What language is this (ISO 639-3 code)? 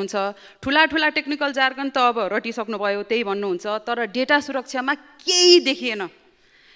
nep